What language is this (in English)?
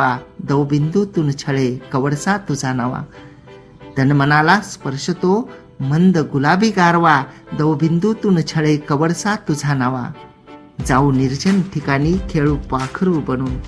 Marathi